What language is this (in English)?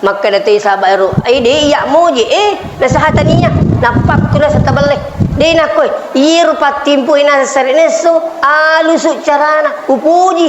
Buginese